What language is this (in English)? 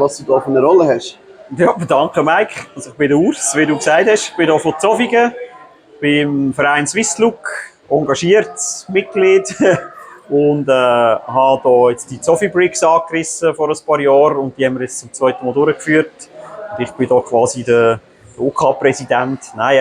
Swiss German